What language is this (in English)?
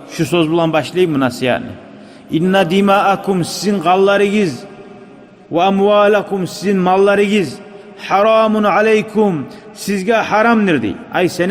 Kumyk